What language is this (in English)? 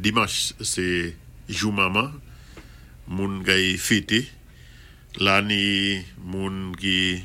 Saint Lucian Creole French